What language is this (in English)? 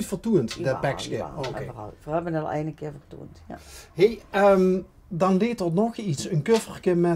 Limburgish